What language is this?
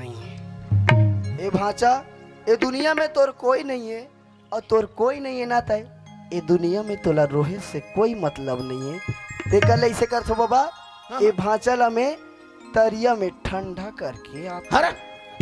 Chhattisgarhi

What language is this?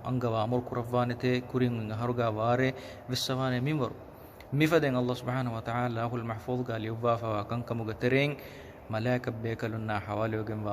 Divehi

